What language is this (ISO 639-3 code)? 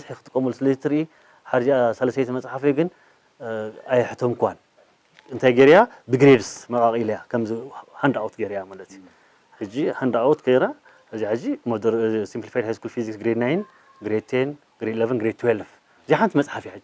tir